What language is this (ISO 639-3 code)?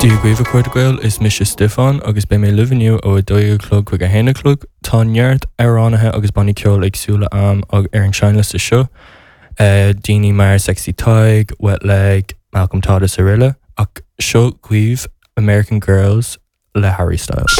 gle